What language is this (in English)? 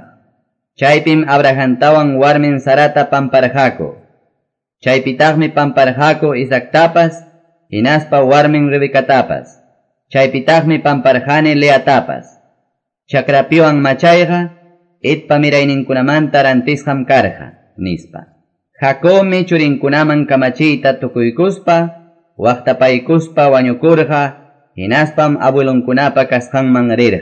Quechua